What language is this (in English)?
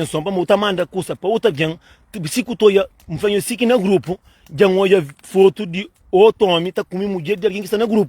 Kabuverdianu